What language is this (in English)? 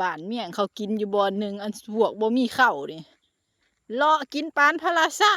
Lao